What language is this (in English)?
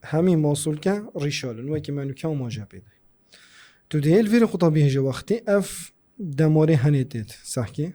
Kurdish